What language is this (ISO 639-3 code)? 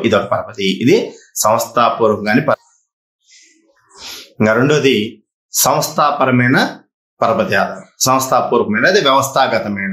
tel